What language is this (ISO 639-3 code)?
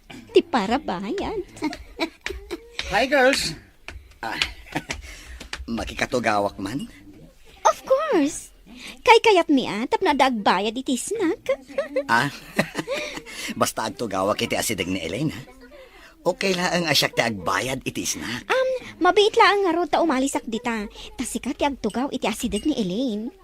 ilo